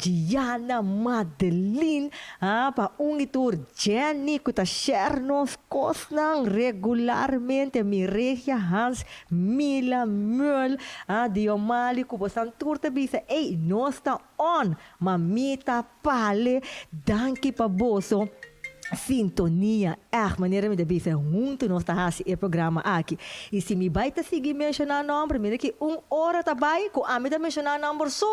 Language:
Papiamento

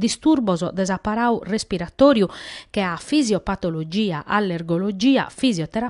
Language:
Sardinian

